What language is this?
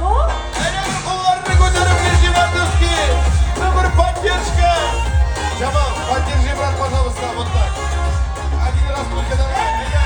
Bashkir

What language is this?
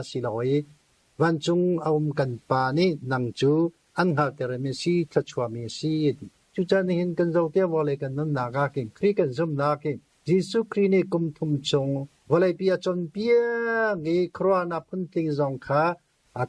Hakha Chin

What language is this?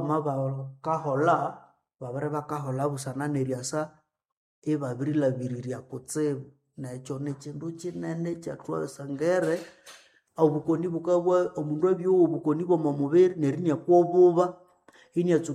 Nande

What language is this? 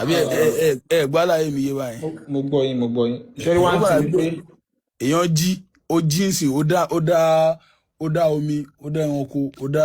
Yoruba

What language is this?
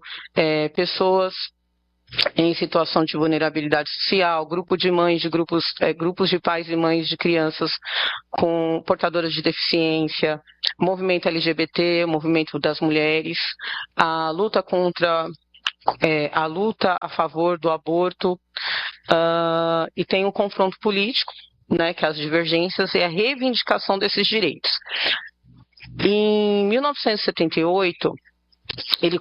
Portuguese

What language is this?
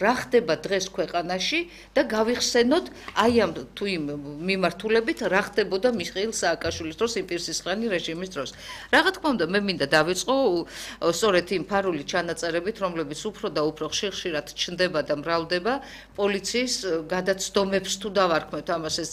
Georgian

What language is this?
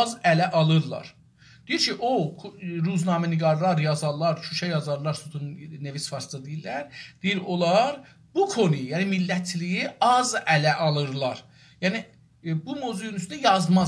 South Azerbaijani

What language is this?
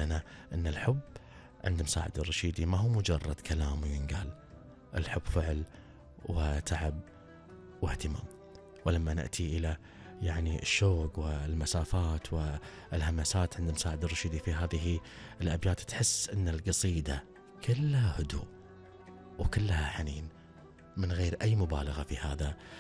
Gulf Arabic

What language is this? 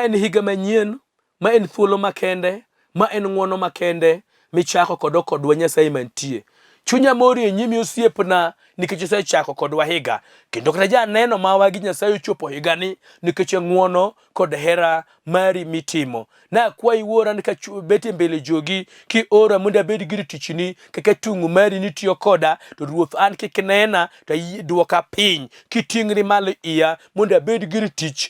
Luo (Kenya and Tanzania)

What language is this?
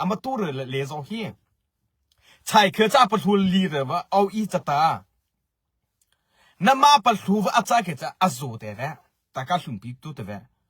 Mara Chin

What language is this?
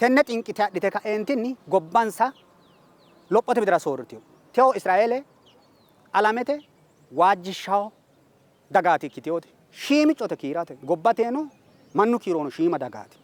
Sidamo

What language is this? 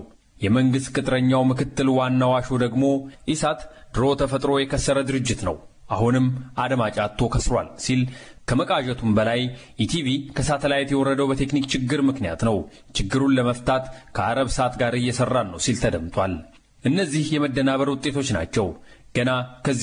Amharic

